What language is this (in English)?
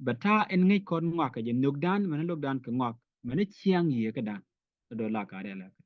Nuer